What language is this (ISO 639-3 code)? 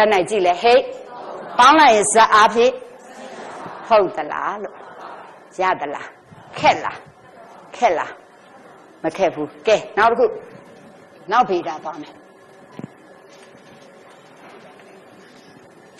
mya